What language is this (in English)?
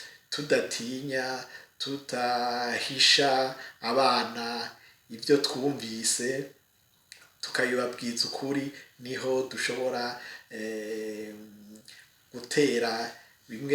Rundi